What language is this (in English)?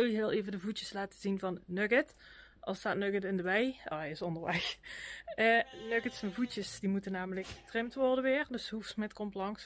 Dutch